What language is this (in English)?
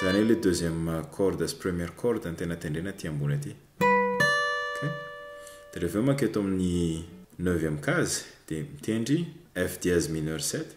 Malagasy